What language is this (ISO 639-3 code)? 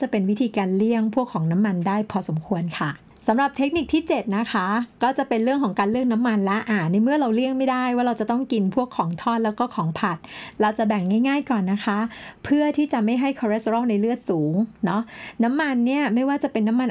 tha